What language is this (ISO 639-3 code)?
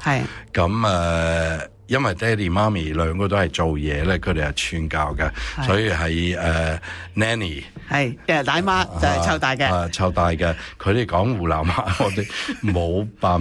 yue